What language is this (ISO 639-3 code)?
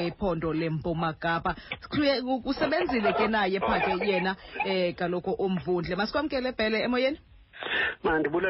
xho